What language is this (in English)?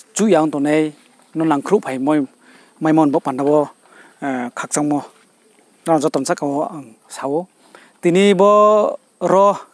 Riang (India)